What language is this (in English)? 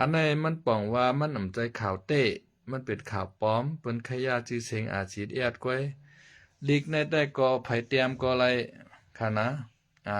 Shan